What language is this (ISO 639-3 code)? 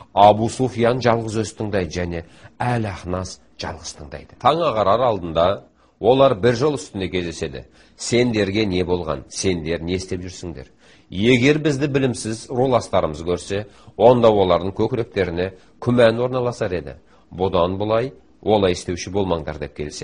kaz